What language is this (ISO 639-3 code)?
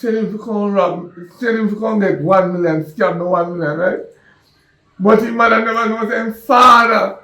jam